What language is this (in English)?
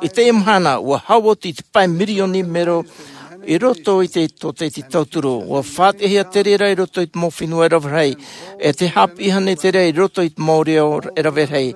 Tahitian